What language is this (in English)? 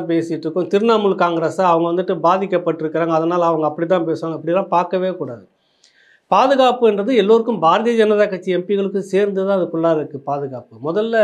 Tamil